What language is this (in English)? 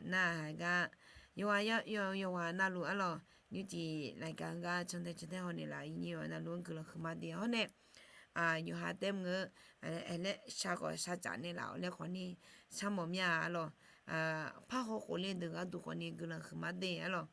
Akha